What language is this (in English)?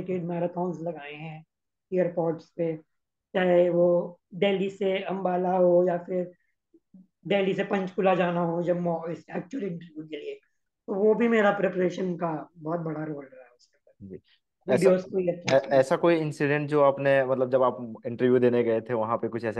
Hindi